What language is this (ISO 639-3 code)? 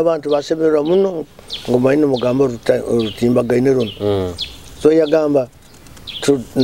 nyo